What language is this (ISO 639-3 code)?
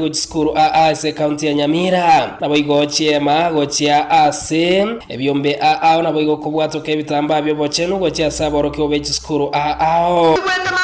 guz